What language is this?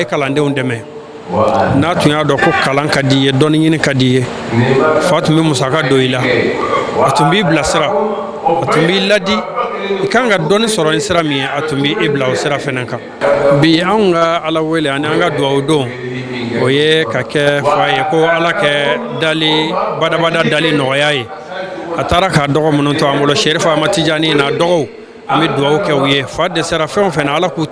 Bambara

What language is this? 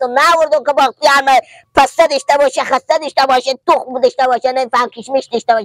Persian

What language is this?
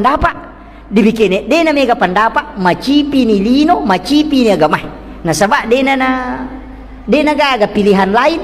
Buginese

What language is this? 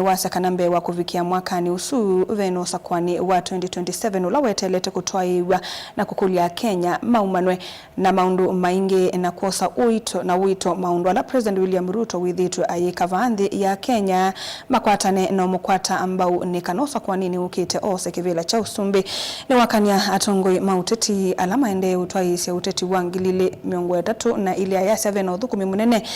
Kamba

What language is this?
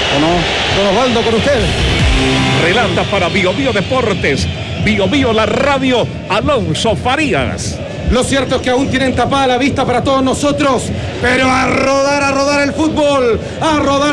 Spanish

